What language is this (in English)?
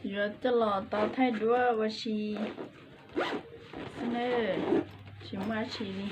Hmong